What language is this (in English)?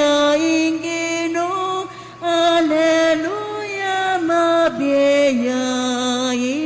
Pampanga